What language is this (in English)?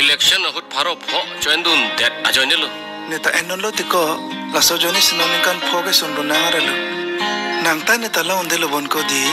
Karbi